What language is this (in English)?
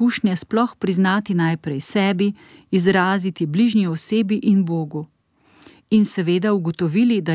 Slovenian